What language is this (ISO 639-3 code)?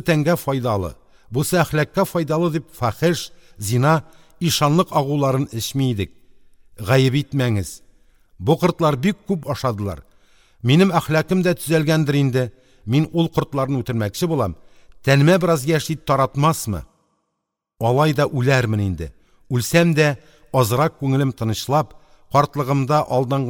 tat